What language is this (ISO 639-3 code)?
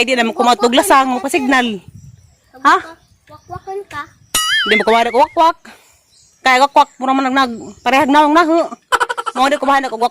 ceb